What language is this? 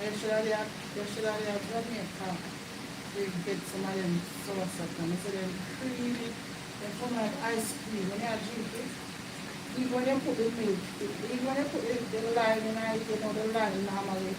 Jamaican Creole English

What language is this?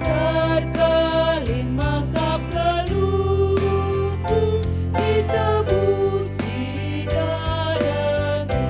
Batak Karo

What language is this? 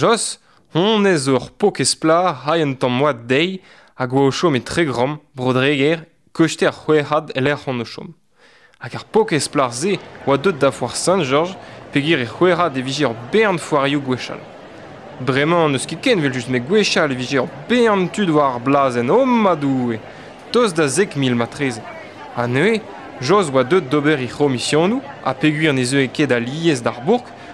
Breton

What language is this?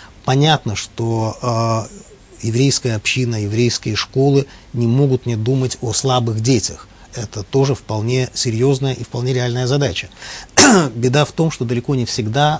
Russian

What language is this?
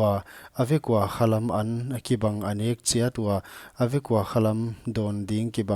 Paite Chin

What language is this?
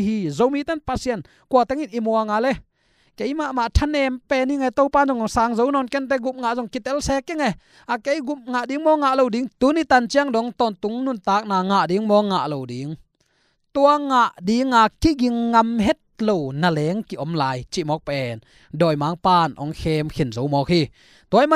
Tedim Chin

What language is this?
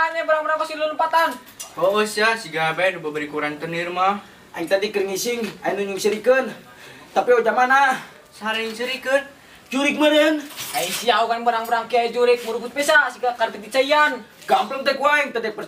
Sundanese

